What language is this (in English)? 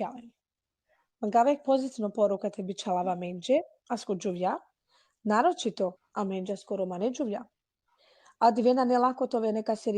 Balkan Romani